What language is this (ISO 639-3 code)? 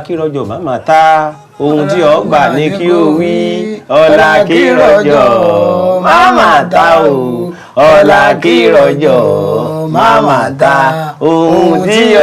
yor